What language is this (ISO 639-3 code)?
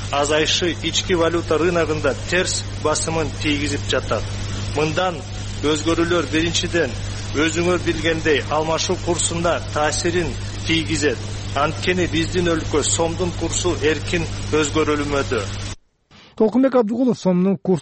kir